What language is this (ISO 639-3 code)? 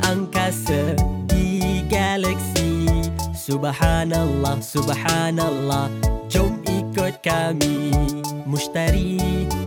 msa